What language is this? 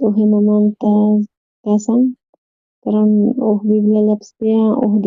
South Bolivian Quechua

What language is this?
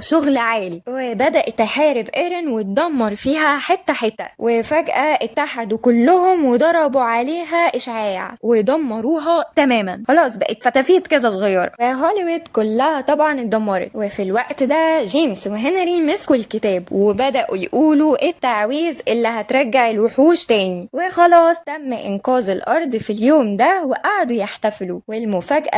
Egyptian Arabic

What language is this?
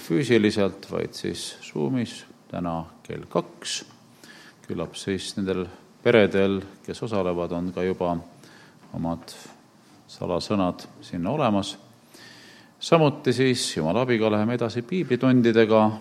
Estonian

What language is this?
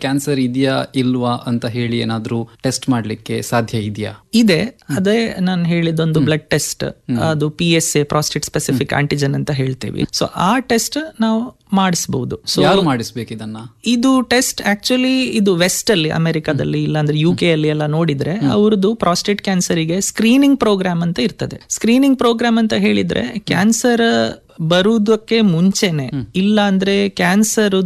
Kannada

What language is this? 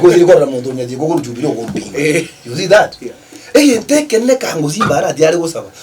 Gusii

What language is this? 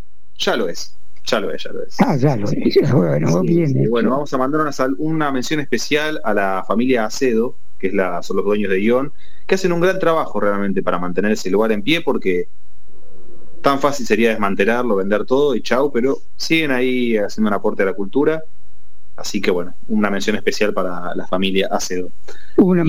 Spanish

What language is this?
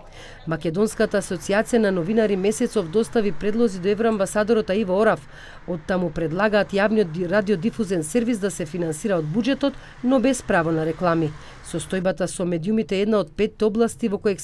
Macedonian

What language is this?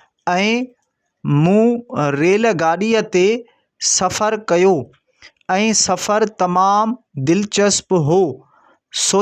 Sindhi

